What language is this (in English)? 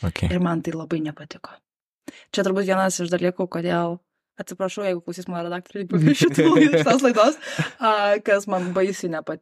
Lithuanian